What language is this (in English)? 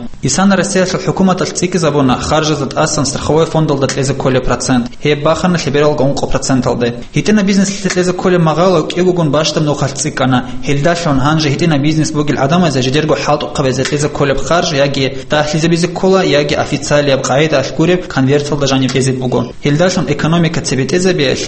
Avaric